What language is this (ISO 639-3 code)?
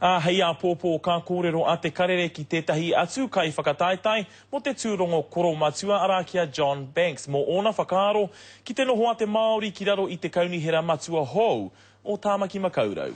mri